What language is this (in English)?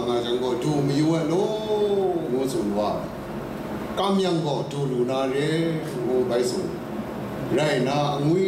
Kachin